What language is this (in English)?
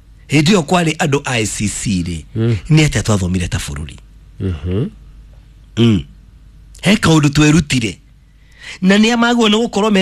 Kikuyu